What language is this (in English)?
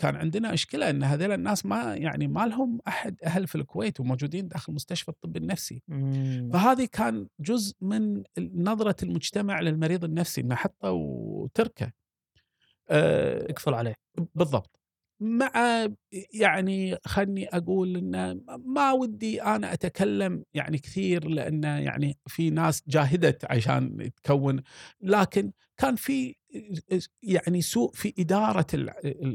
Gulf Arabic